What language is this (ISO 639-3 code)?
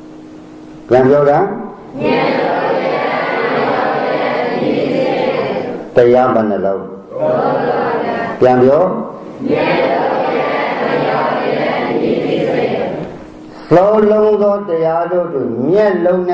mya